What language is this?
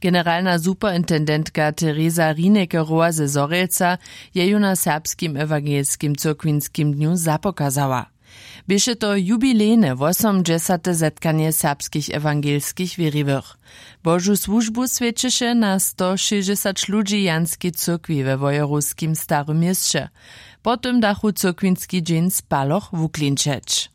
Upper Sorbian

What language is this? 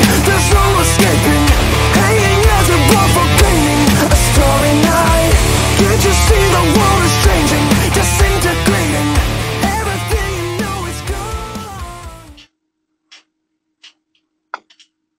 English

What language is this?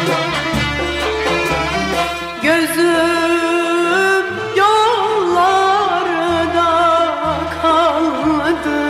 Turkish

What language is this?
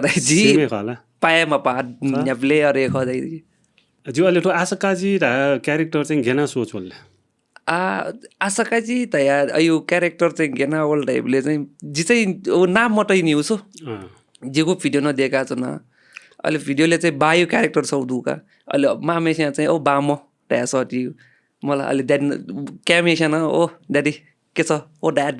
Newari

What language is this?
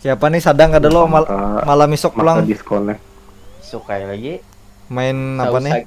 Banjar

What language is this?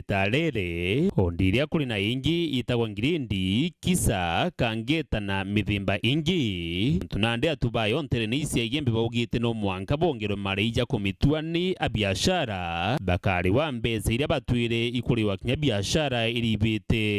Meru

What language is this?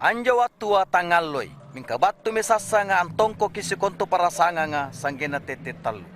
Makasar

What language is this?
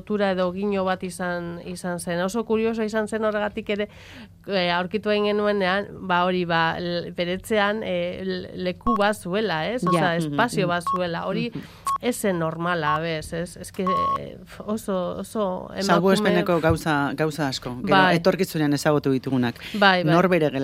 Basque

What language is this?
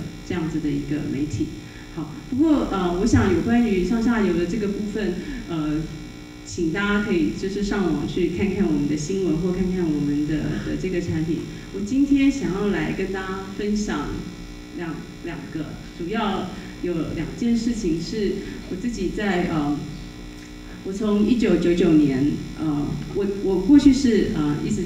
Chinese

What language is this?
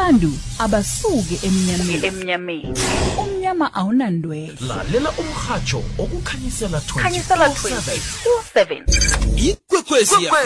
South Ndebele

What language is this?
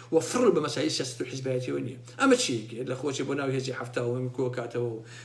Central Kurdish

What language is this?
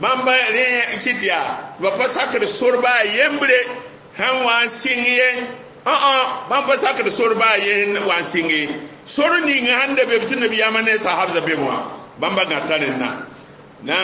Mossi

